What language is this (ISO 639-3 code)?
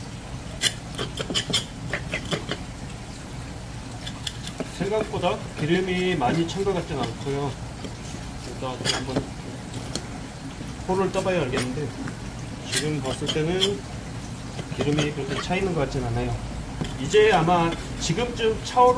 kor